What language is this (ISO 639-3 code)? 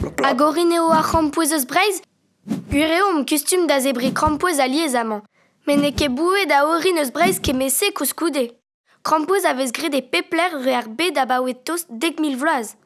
bre